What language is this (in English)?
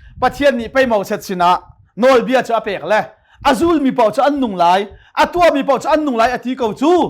Hakha Chin